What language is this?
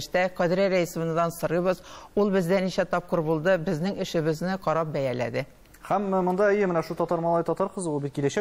Tatar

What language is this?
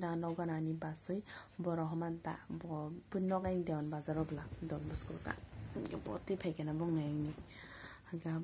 Kok Borok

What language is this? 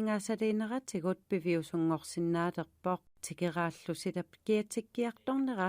Kalaallisut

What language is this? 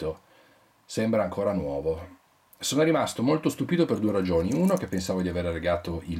Italian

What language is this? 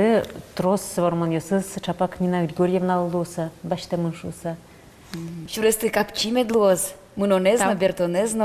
Udmurt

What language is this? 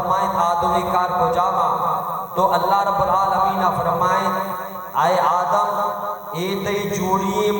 Baluchi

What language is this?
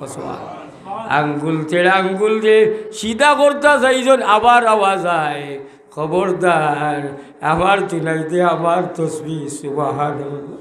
Sylheti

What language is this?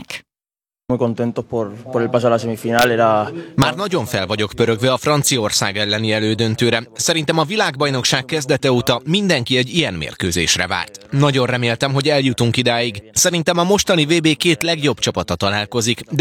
Hungarian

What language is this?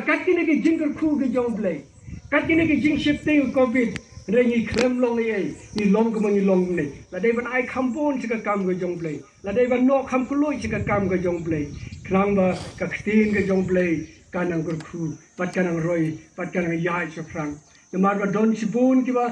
Khasi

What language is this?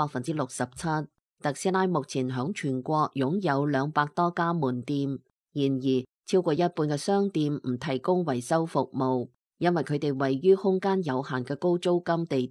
Cantonese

